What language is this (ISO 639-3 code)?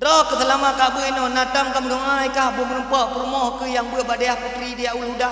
ace